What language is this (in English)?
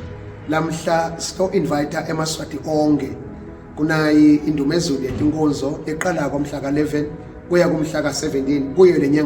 Swati